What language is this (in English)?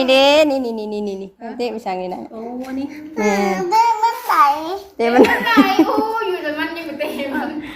Northeastern Thai